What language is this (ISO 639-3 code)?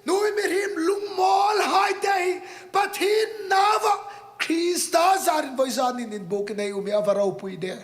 hmr